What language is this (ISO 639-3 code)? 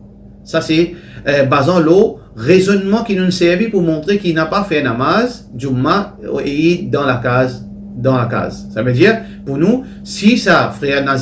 mfe